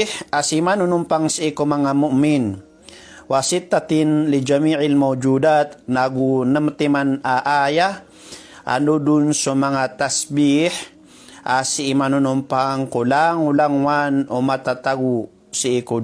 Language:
Maranao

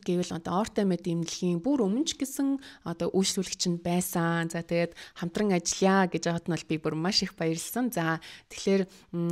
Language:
Mongolian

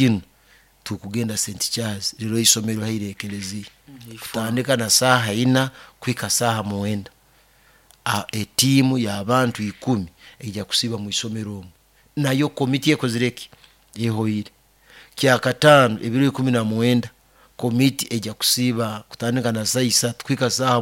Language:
Nyoro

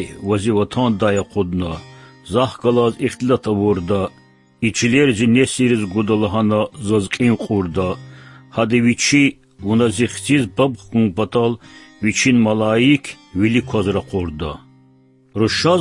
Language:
Lezghian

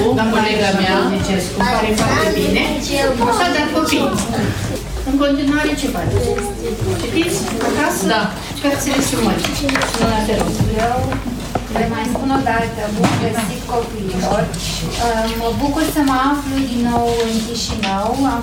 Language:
Romanian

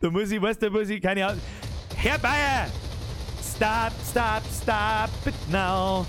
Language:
Bavarian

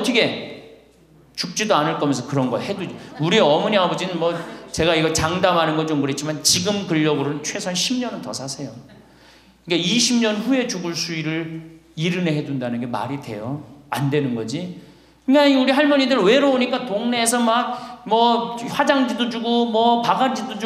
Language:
Korean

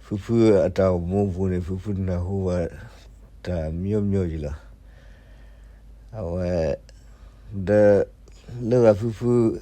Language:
S'gaw Karen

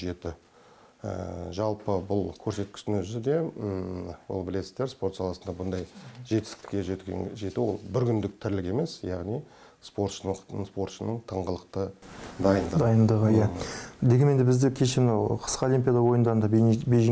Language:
Kazakh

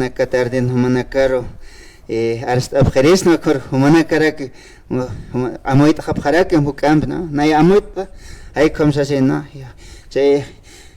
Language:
Aymara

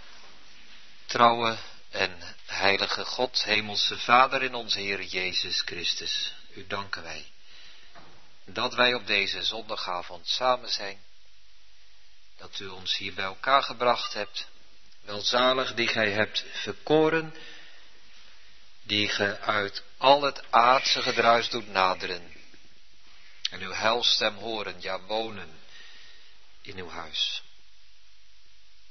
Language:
Dutch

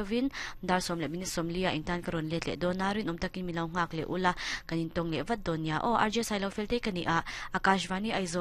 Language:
Mizo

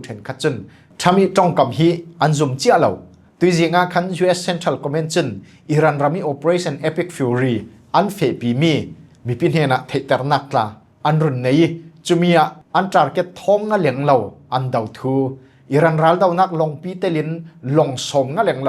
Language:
Falam Chin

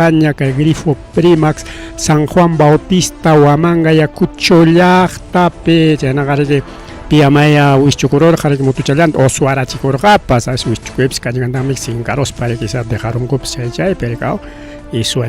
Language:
Ayacucho Quechua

